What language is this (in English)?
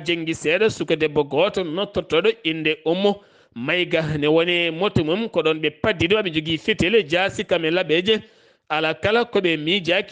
Fula